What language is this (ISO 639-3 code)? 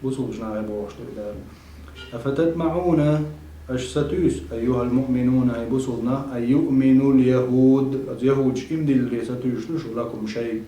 che